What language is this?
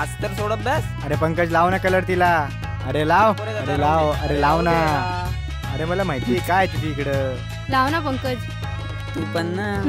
Marathi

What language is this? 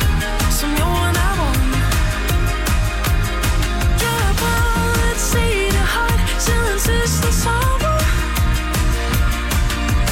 Danish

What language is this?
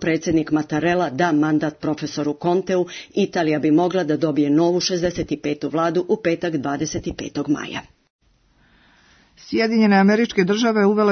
Serbian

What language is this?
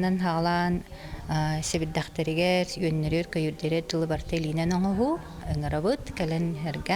Yakut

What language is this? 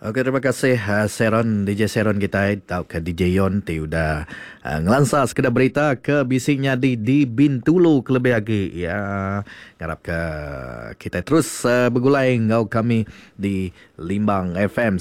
Iban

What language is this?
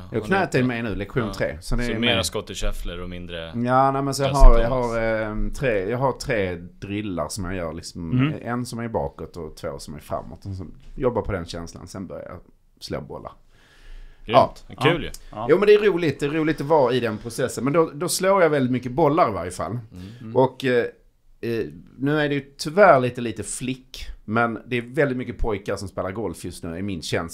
Swedish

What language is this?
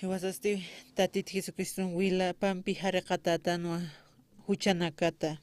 Aymara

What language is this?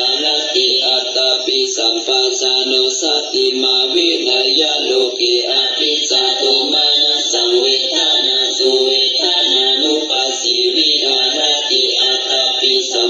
Pali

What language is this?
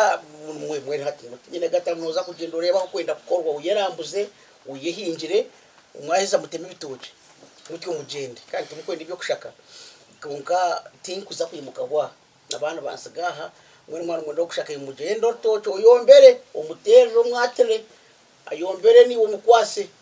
Nyankole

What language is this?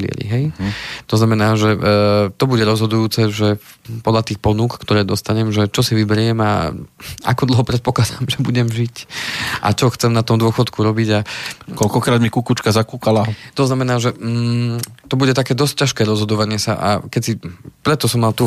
Slovak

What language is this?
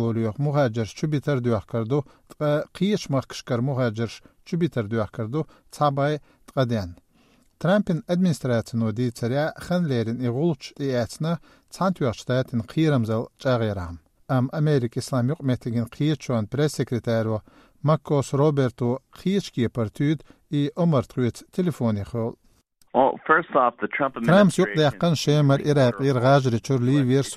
Chechen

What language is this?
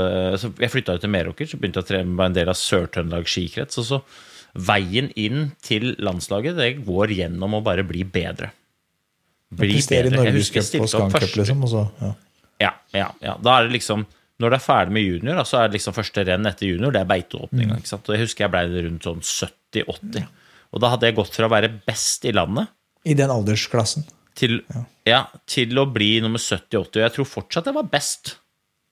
Norwegian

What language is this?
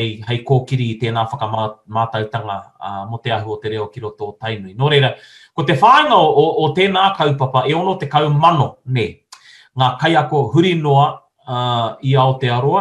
Māori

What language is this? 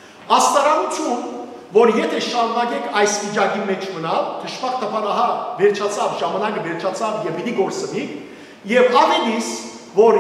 Western Armenian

